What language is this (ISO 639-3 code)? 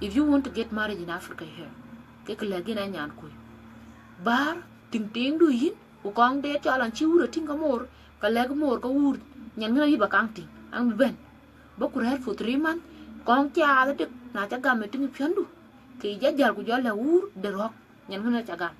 din